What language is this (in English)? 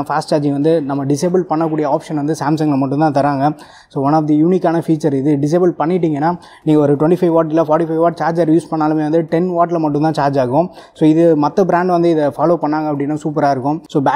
Tamil